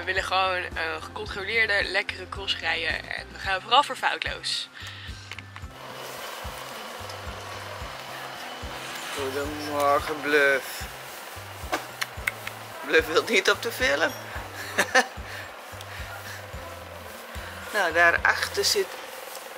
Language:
Dutch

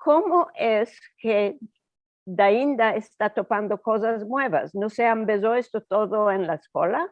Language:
Ladino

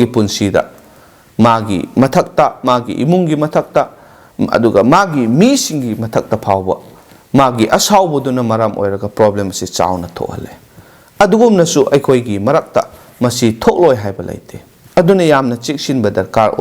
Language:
Manipuri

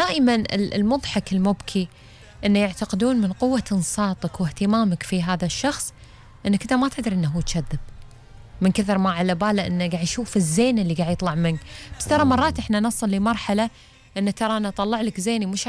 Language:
Gulf Arabic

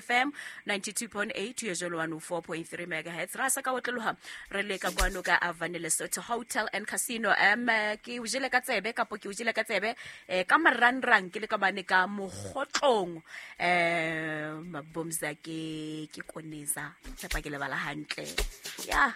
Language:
Southern Sotho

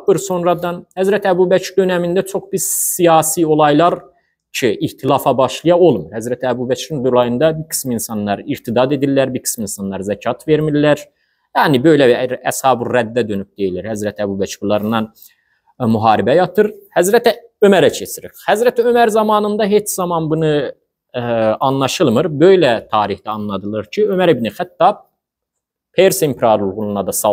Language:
Azerbaijani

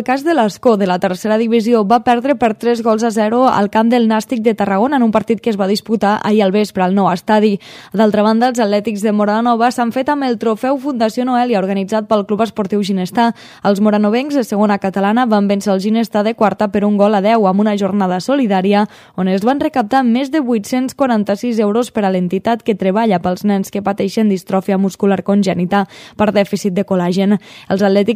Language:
Catalan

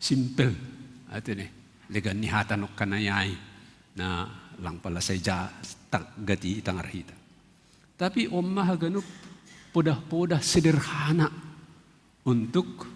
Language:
Batak Simalungun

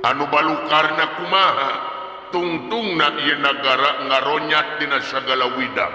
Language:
Sundanese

